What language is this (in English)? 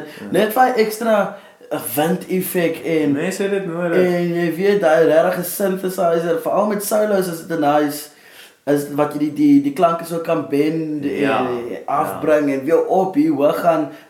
Afrikaans